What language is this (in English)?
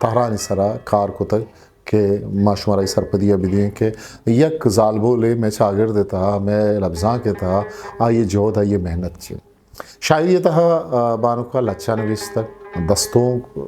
Eastern Balochi